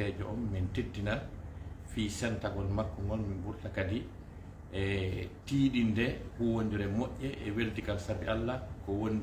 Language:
Fula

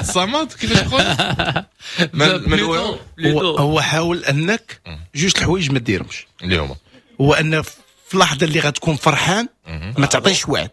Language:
Moroccan Arabic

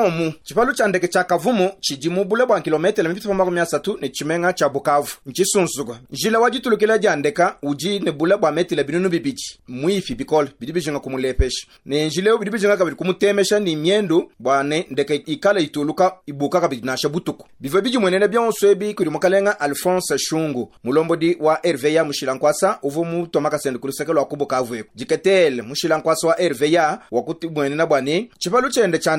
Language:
Luba-Lulua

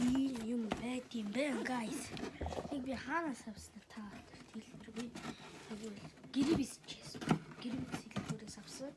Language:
Mongolian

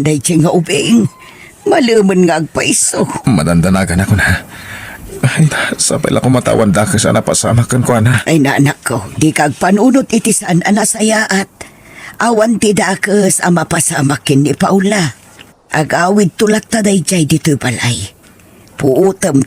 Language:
Iloko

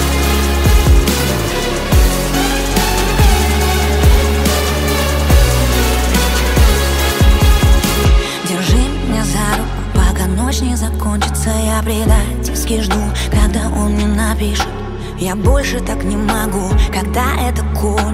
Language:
Russian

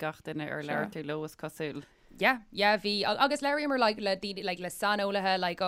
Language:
Irish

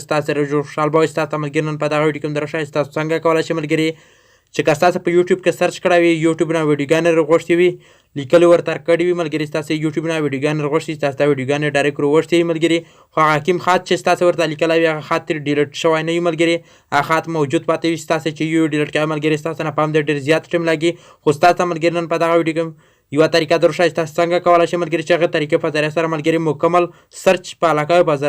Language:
Pashto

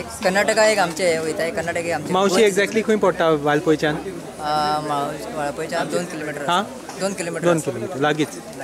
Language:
Konkani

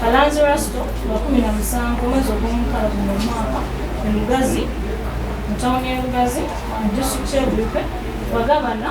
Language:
Ganda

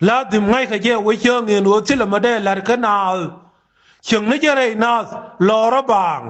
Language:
Nuer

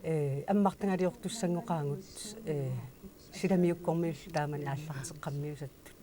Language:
Kalaallisut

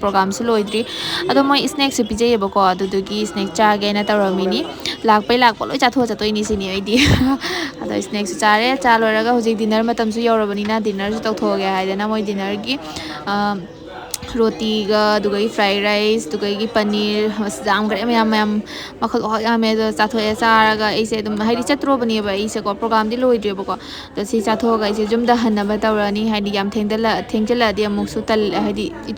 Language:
Manipuri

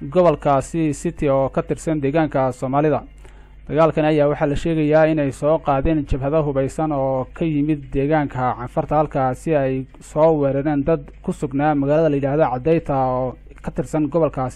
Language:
Somali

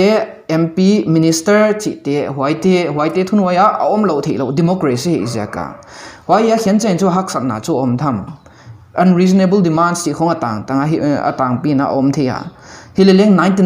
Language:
Paite Chin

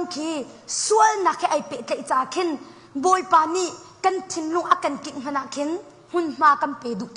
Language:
Hakha Chin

